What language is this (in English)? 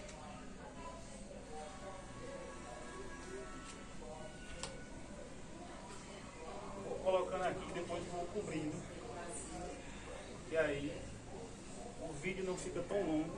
Portuguese